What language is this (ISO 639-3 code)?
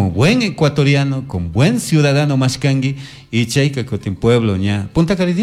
qug